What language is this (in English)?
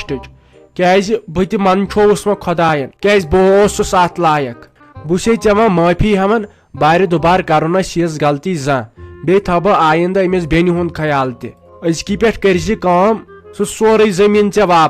Kashmiri